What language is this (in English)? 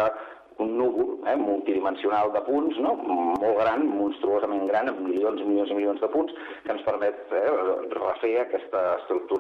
Catalan